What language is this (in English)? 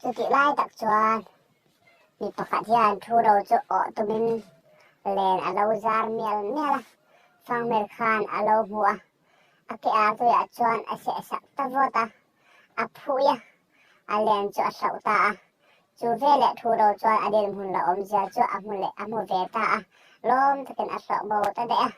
Mizo